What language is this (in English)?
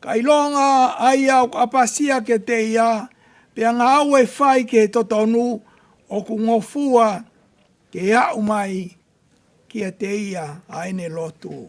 Tongan